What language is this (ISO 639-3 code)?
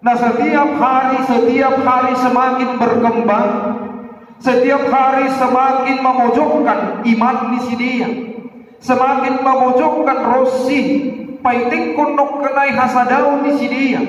bts